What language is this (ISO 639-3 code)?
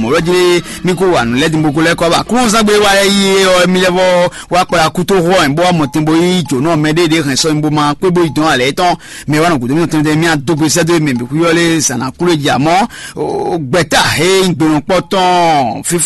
fon